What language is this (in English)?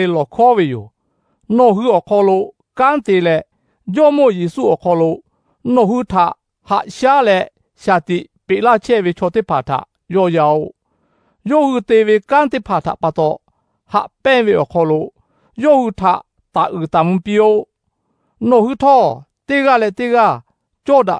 Lahu